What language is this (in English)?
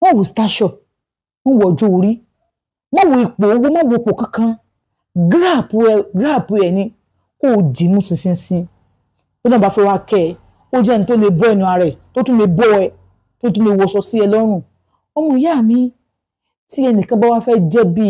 Yoruba